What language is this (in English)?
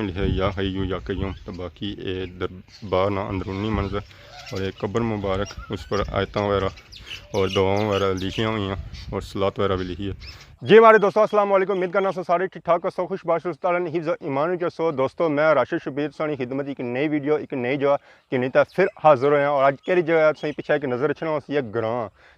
Pahari-Potwari